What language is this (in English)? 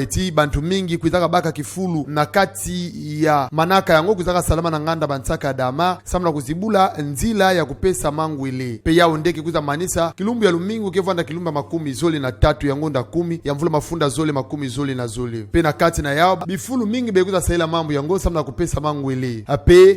Kituba (Democratic Republic of Congo)